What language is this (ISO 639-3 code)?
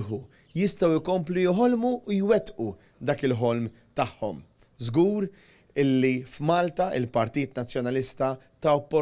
mlt